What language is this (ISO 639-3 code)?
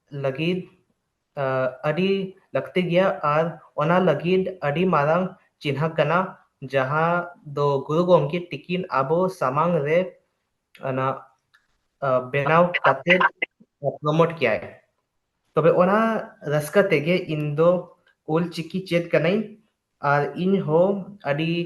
sat